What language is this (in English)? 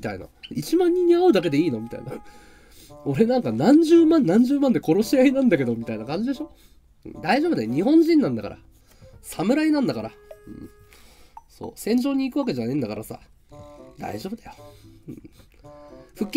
Japanese